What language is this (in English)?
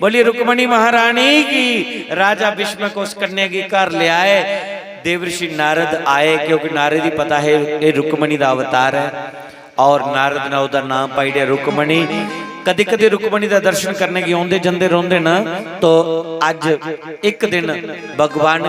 Dogri